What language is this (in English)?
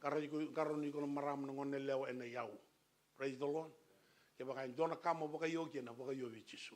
Fijian